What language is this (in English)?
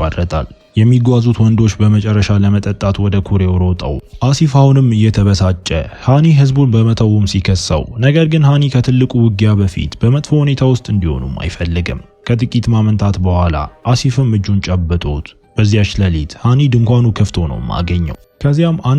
Amharic